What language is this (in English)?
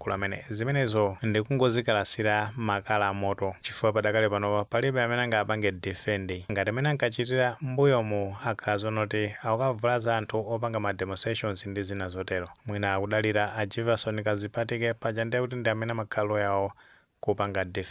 Nyanja